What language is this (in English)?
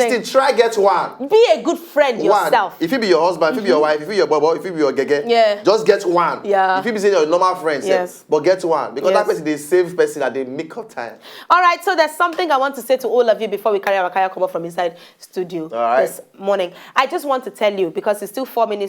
Nigerian Pidgin